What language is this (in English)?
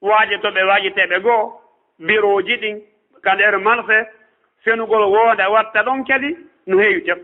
Fula